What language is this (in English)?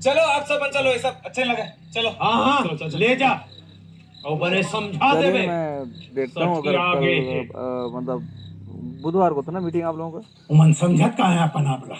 Chhattisgarhi